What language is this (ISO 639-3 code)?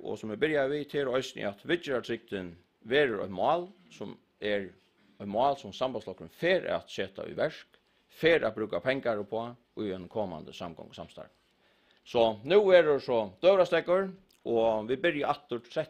fao